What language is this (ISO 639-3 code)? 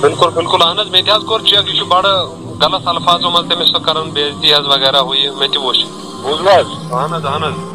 kas